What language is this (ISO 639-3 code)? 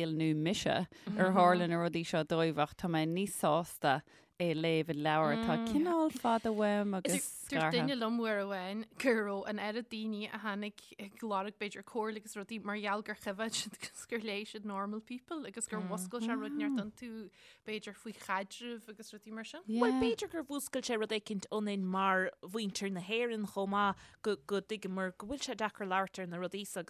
gle